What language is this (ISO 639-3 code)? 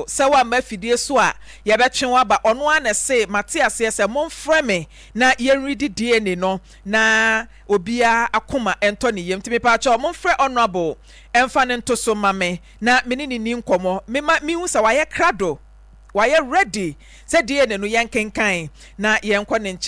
aka